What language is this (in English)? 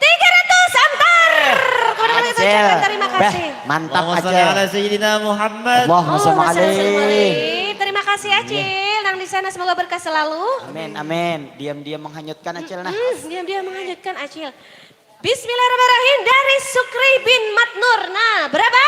Banjar